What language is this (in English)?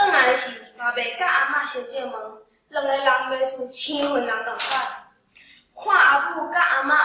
Min Nan Chinese